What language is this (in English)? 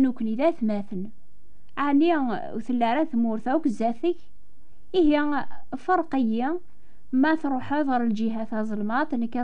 Kabyle